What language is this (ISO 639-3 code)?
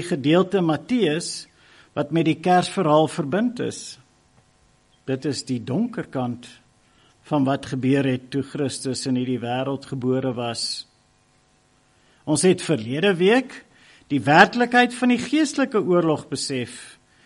afr